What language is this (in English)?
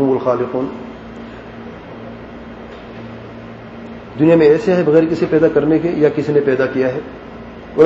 Urdu